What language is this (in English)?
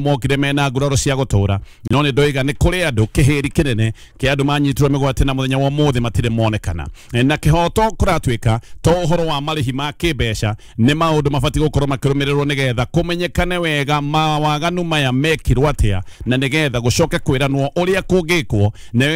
Kikuyu